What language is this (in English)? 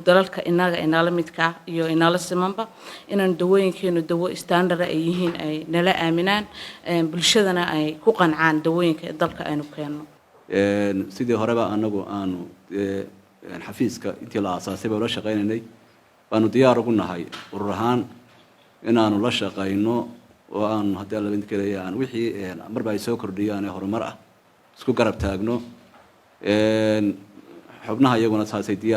Somali